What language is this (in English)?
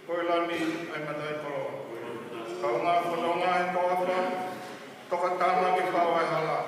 Tongan